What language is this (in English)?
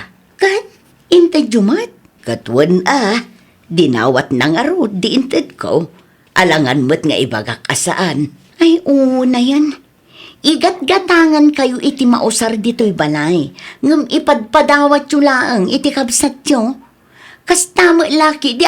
Iloko